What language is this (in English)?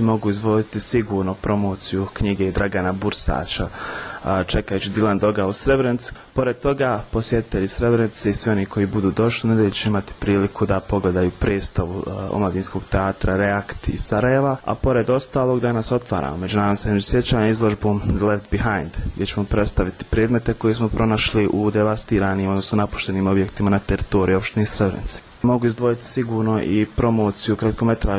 Bosnian